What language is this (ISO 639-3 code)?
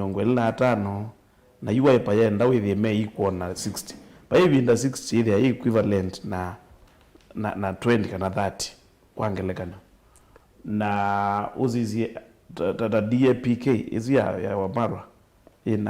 kam